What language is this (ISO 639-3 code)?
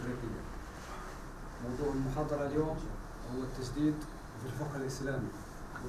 ara